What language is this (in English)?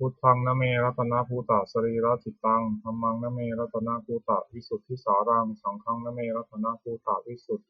Pali